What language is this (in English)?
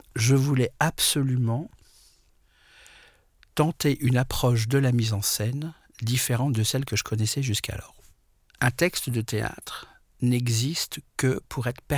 French